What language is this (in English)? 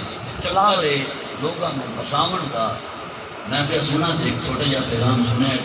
Saraiki